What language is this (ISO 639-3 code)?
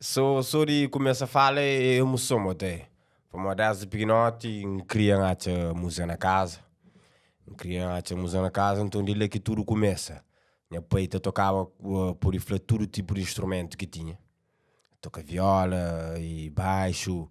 kea